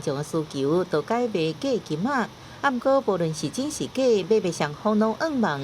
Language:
Min Nan Chinese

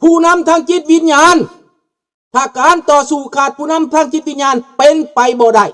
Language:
Lao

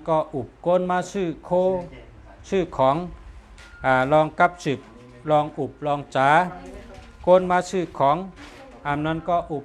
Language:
Shan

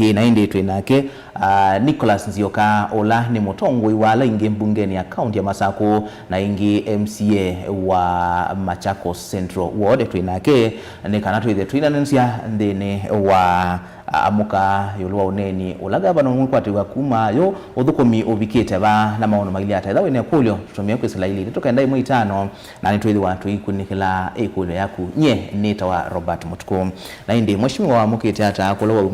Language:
Kamba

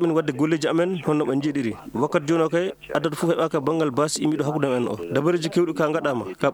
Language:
Fula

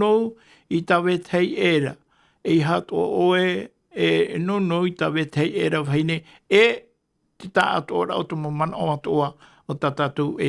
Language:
Tahitian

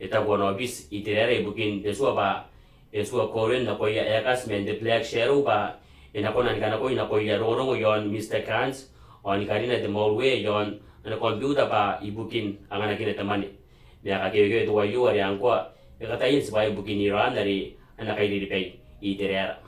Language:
Gilbertese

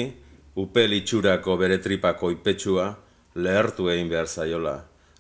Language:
Basque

